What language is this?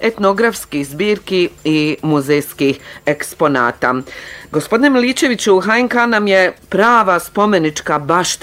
Bosnian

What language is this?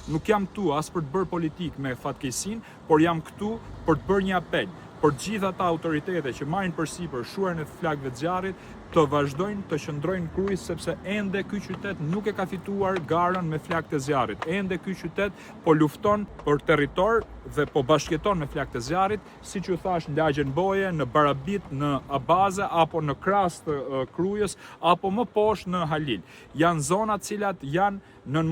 Albanian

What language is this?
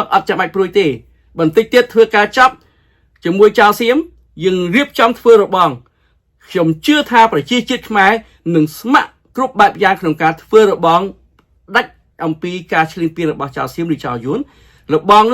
Khmer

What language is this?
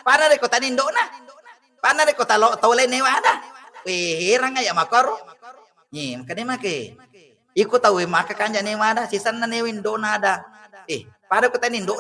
Buginese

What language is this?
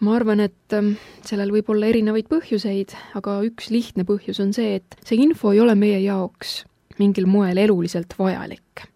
Estonian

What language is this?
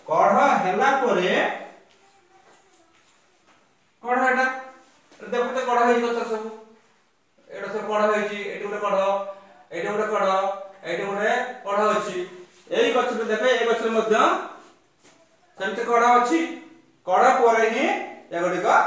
Odia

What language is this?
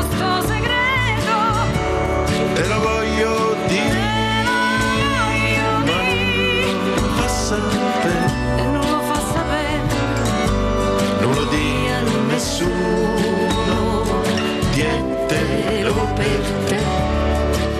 Italian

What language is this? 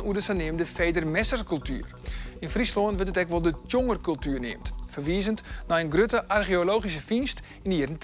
Western Frisian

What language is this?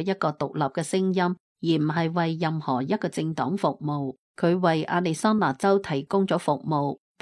Cantonese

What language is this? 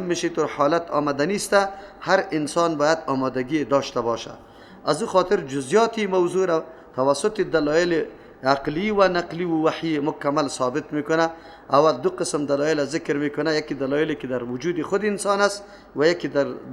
Persian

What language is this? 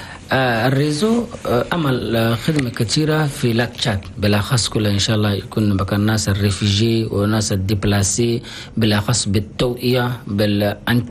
Chadian Arabic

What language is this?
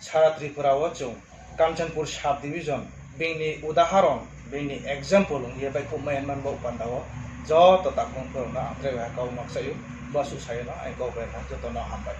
Riang (India)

